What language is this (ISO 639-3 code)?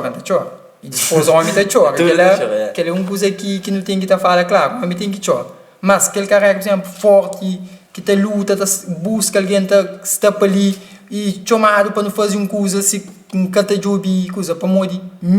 kea